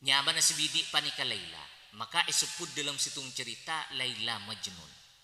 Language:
Madurese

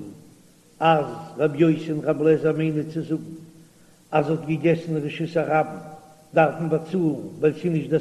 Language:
Yiddish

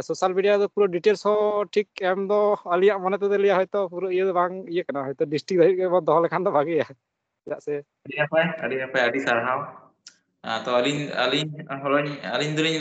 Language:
Santali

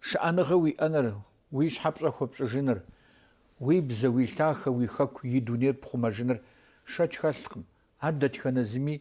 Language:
Kabardian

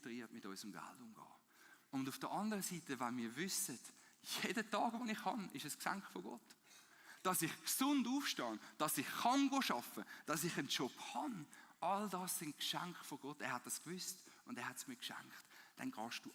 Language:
Swiss German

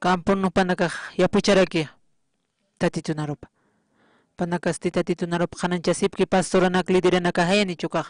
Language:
Aymara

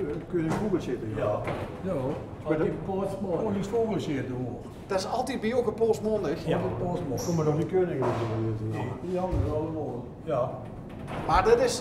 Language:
Limburgish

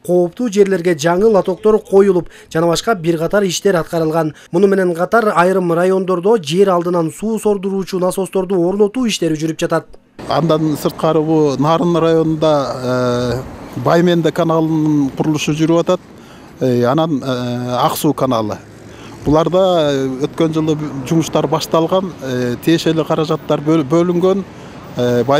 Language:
Kyrgyz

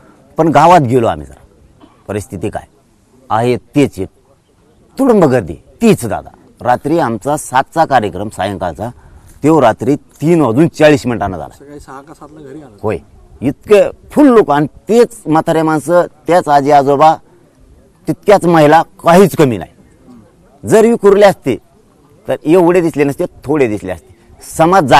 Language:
Marathi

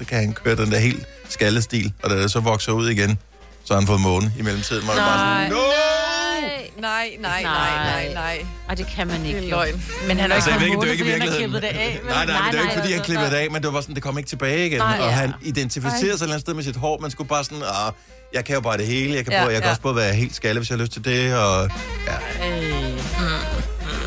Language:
Danish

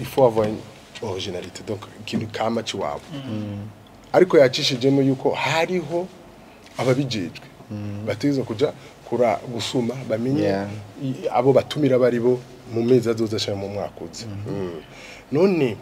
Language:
Rundi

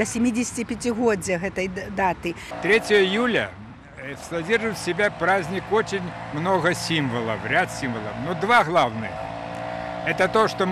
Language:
Belarusian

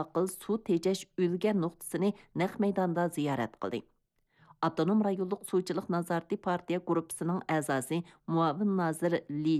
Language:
Uyghur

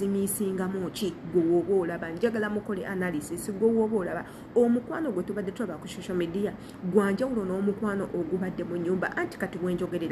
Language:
Ganda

